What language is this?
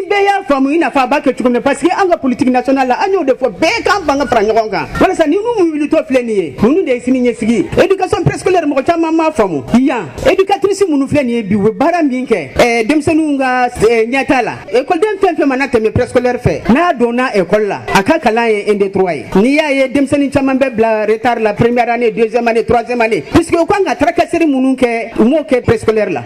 Bambara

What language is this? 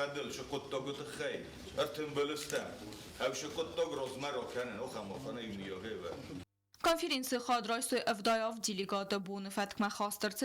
Ossetic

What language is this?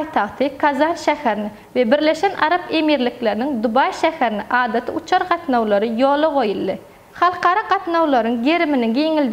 Turkmen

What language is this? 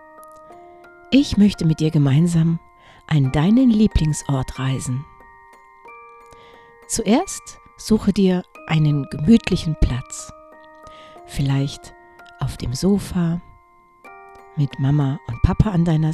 German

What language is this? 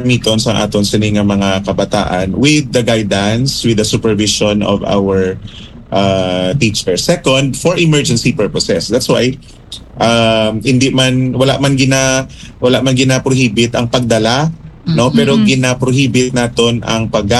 Hiligaynon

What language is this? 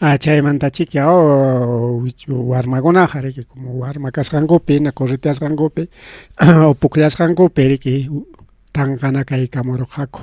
Ayacucho Quechua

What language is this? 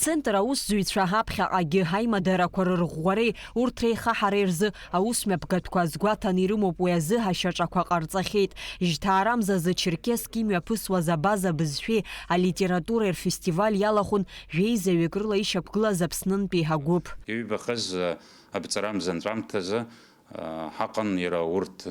Abkhazian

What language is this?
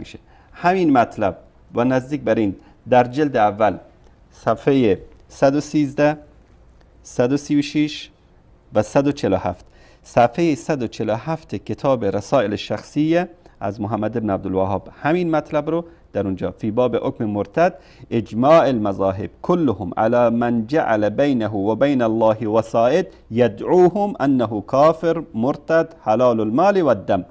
Persian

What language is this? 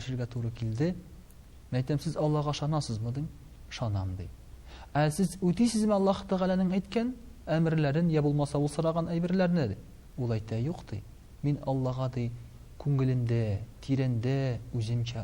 Tatar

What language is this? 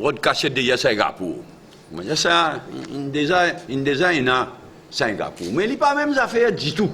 Morisyen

